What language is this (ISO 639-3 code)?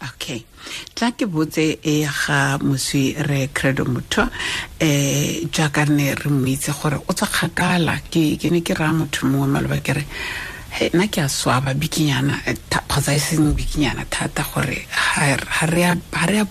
tsn